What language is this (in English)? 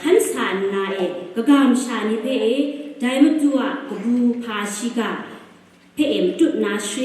Kachin